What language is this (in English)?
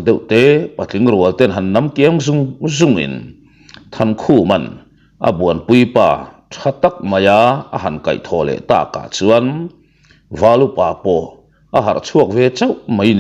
Mizo